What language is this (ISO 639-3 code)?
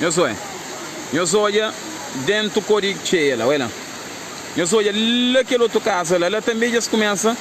kea